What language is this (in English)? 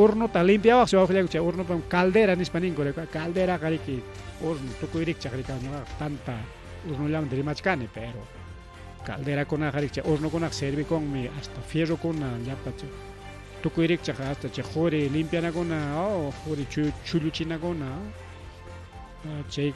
Ayacucho Quechua